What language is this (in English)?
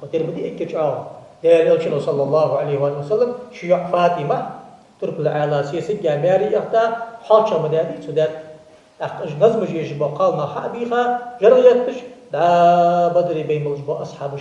Ingush